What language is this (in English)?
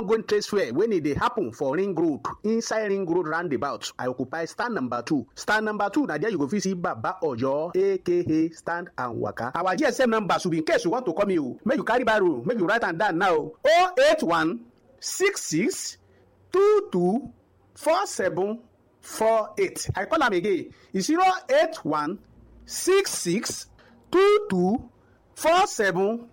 Nigerian Pidgin